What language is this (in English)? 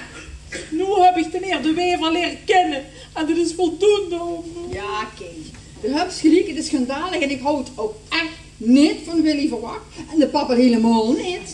Limburgish